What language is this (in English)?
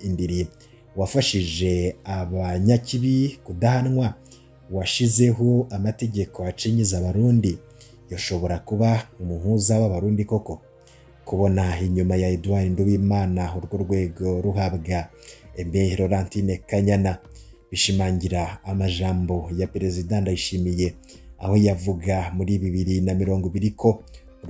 Rundi